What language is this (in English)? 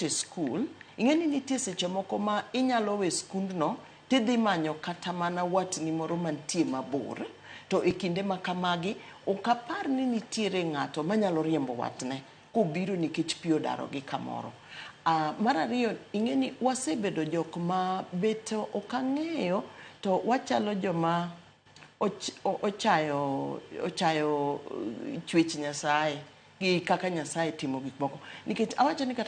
Luo (Kenya and Tanzania)